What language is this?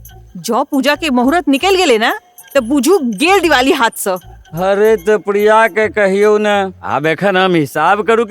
Maithili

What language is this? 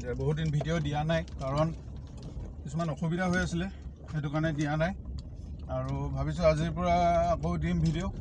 Assamese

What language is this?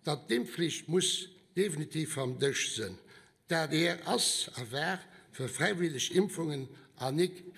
Luxembourgish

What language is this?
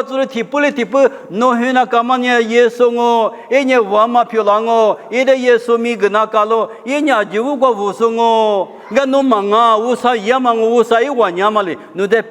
Lisu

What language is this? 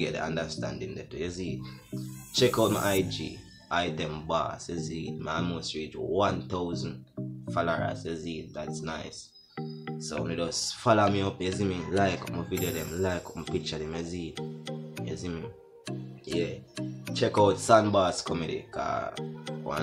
Jamaican Creole English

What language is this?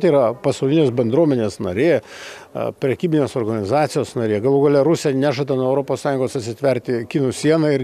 Lithuanian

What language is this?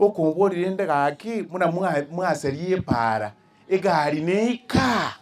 Gusii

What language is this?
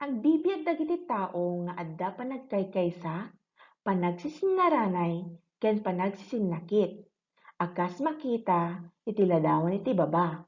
Iloko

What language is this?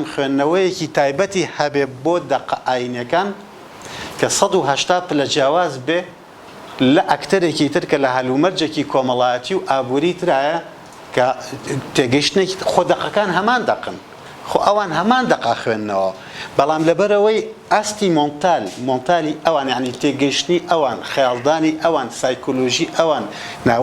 Central Kurdish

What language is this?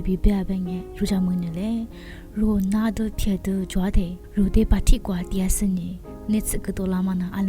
Lisu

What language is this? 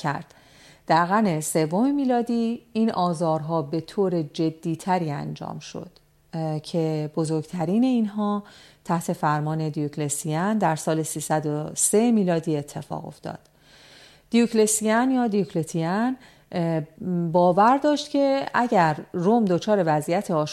Persian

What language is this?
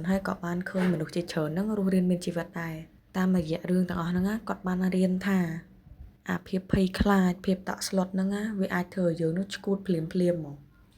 Khmer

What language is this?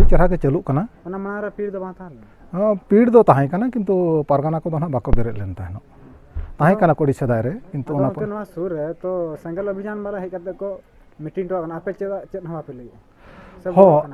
Santali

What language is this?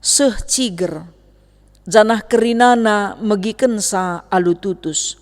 Batak Karo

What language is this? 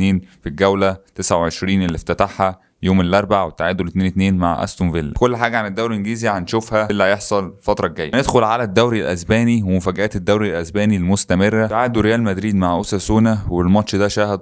Egyptian Arabic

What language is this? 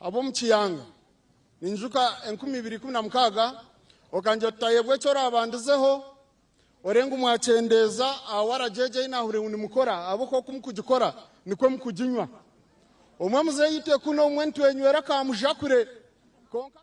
Nyankole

